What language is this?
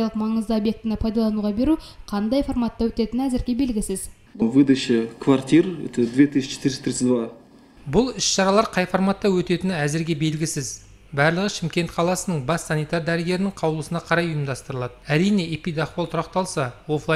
Kazakh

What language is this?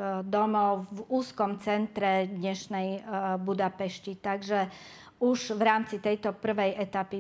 Slovak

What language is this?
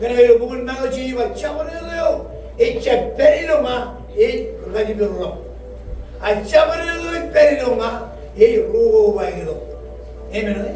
Marshallese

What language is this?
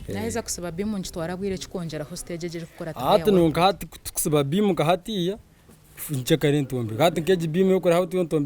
Nyankole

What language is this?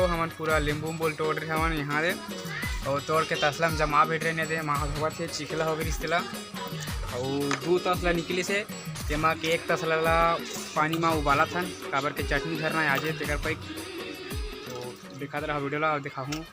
Chhattisgarhi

